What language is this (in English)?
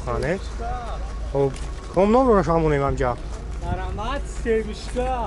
Tajik